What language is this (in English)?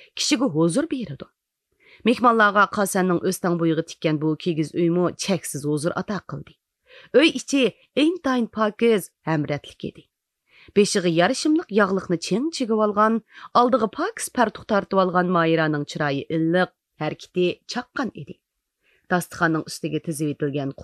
Uyghur